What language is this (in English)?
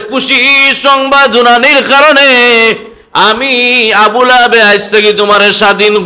Sylheti